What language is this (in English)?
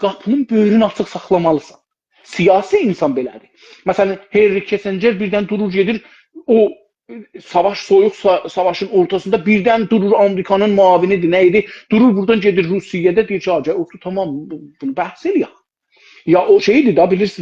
South Azerbaijani